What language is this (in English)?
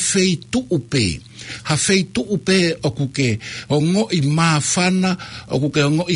Tongan